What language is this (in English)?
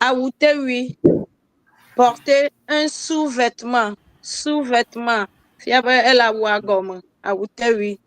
Ewe